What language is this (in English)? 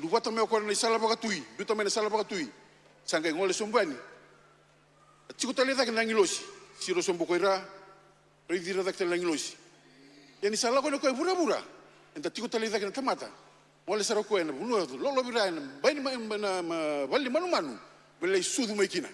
Fijian